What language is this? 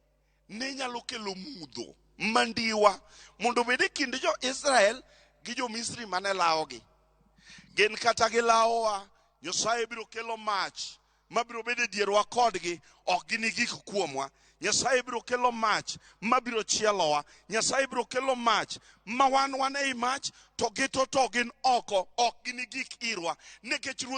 Luo (Kenya and Tanzania)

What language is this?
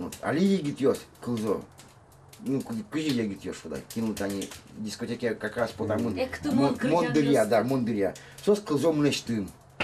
Udmurt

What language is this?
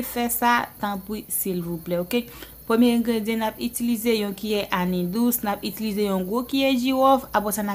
Haitian Creole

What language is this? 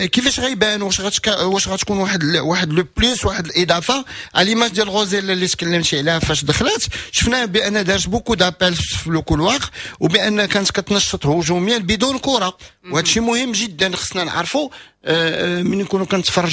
Moroccan Arabic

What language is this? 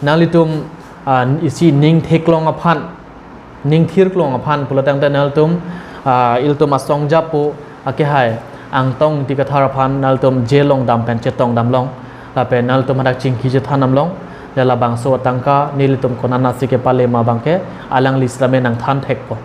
Karbi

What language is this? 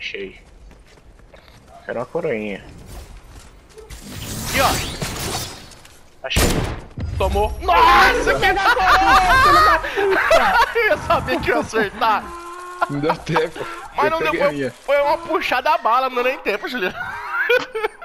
Portuguese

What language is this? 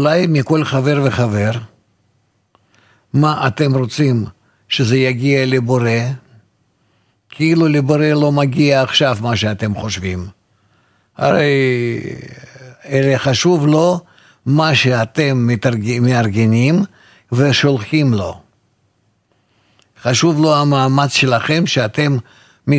Hebrew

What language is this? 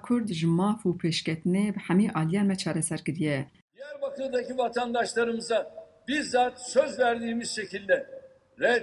Kurdish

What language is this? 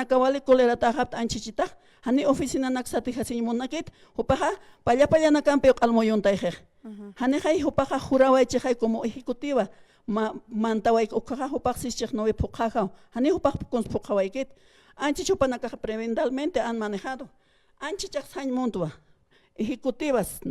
Aymara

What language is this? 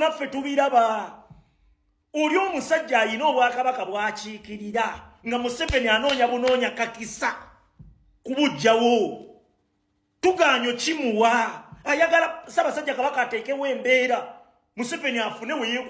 Ganda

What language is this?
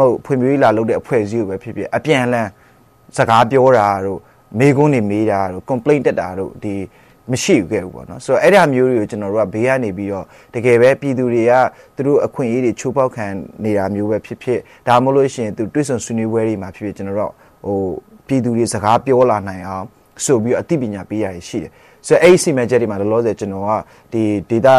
Burmese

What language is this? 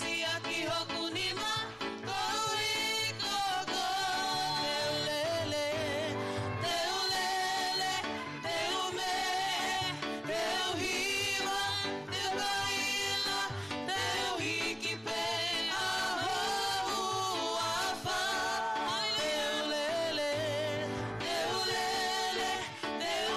Tongan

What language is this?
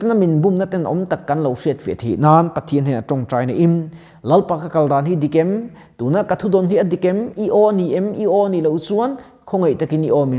Mizo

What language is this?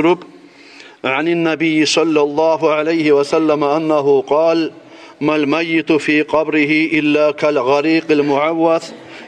Kumyk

